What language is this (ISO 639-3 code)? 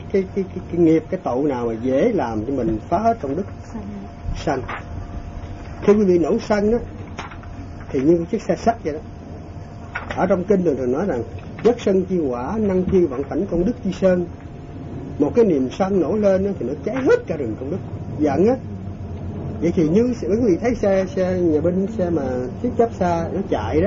vie